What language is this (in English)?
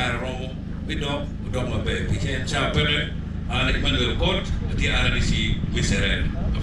Acoli